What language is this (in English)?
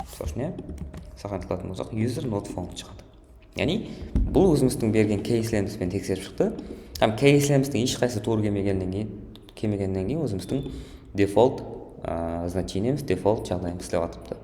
Kara-Kalpak